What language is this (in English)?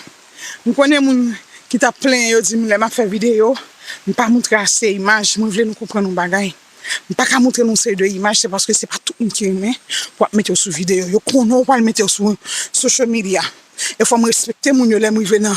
Haitian Creole